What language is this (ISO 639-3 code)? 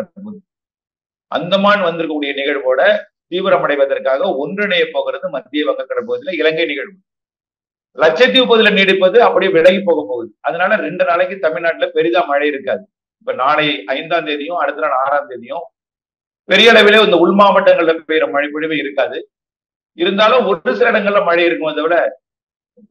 tam